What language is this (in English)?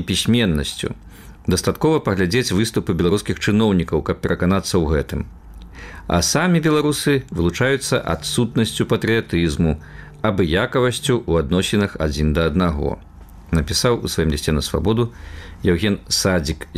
Belarusian